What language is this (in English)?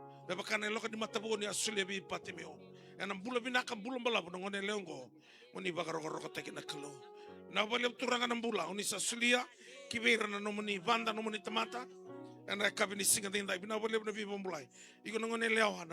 Fijian